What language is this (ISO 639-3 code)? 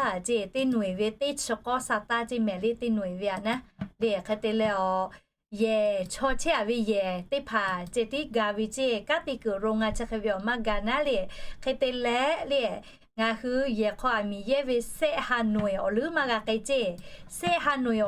lhu